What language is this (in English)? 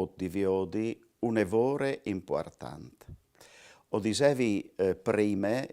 Friulian